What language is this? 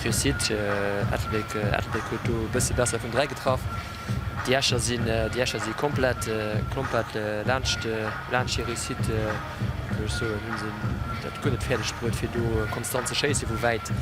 Luxembourgish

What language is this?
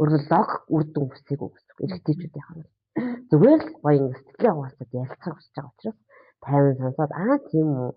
Mongolian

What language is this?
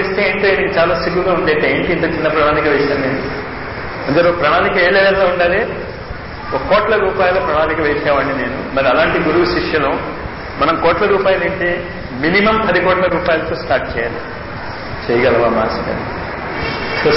Telugu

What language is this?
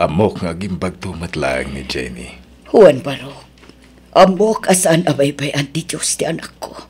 Iloko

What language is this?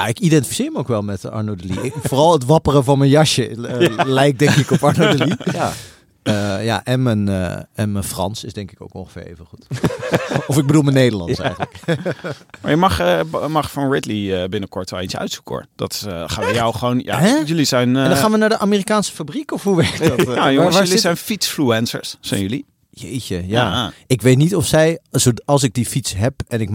Dutch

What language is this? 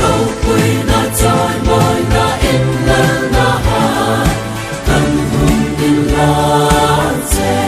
Hmar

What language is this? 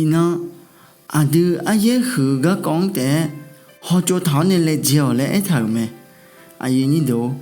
Akha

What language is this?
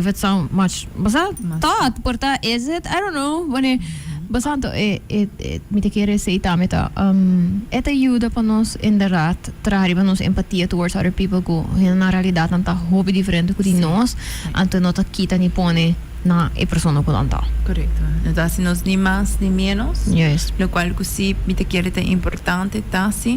Papiamento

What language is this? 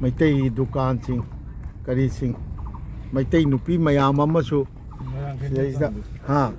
Manipuri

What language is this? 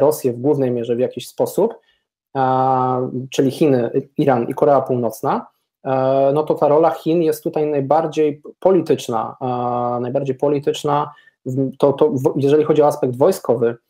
Polish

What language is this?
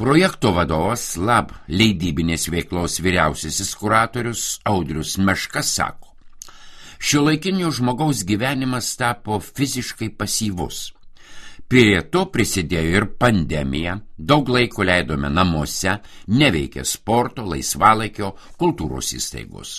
Lithuanian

